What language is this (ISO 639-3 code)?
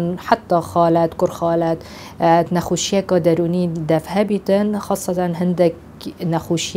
kur